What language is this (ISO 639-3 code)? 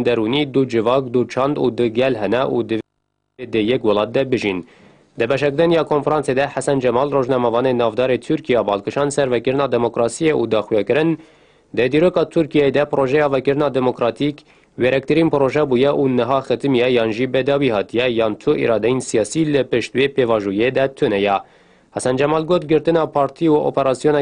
kur